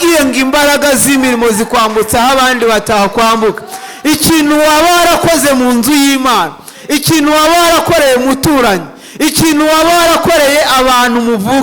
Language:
Kinyarwanda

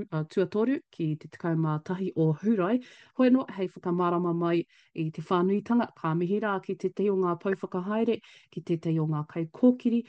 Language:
Māori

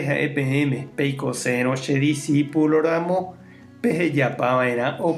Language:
Guarani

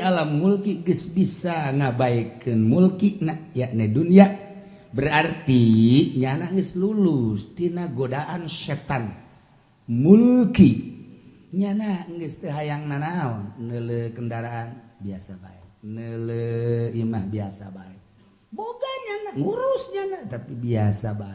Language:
Sundanese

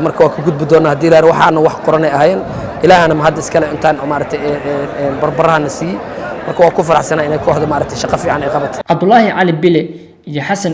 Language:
Somali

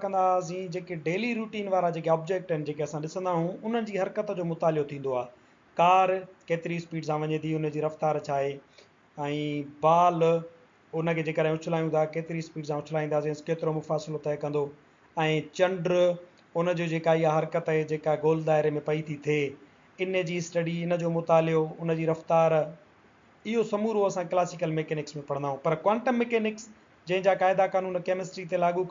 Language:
Sindhi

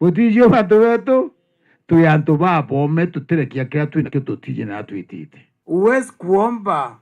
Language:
Meru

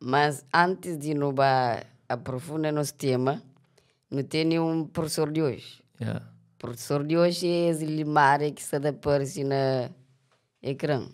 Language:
Kabuverdianu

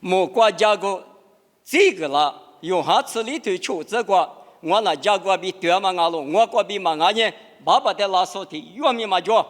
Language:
Lisu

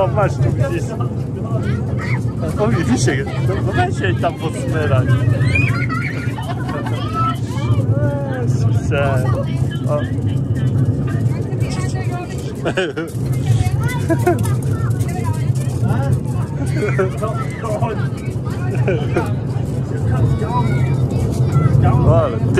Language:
Polish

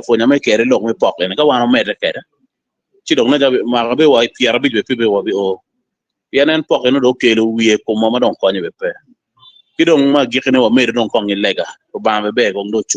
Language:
Acoli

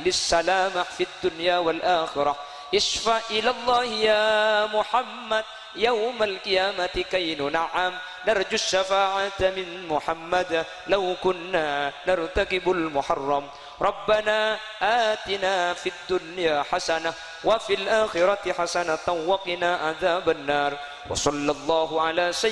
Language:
Madurese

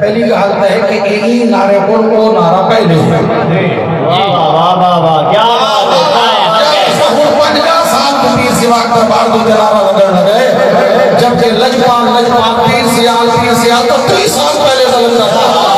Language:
Saraiki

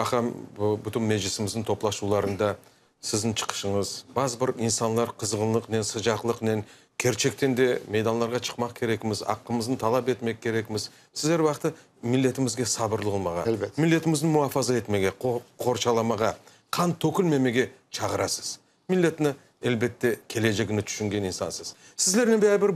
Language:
Crimean Tatar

